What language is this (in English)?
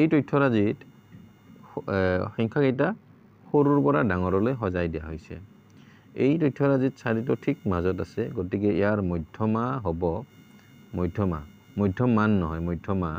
Assamese